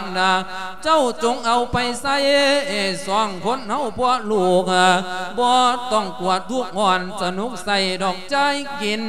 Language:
Lao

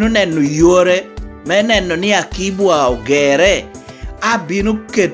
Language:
Lango (Uganda)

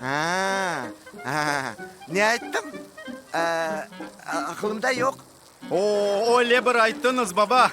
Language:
Crimean Tatar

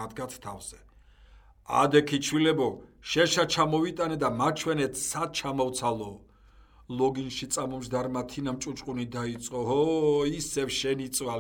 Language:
Georgian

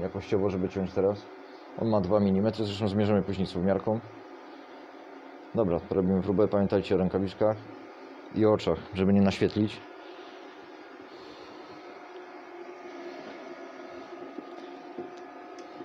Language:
Polish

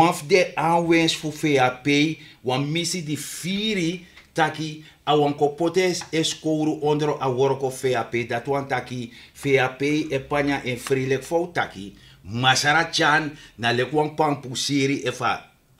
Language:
Sranan Tongo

